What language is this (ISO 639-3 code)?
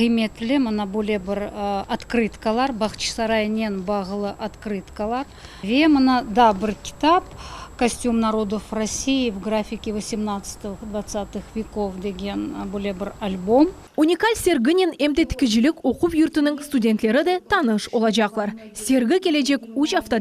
crh